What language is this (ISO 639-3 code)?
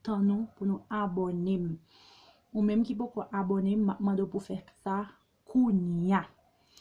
hat